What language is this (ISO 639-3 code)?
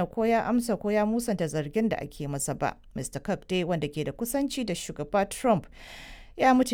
hau